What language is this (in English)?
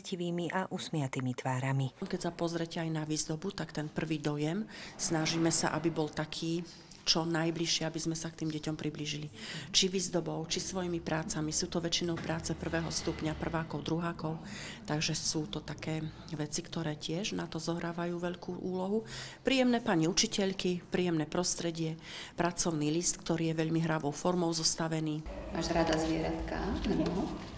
Slovak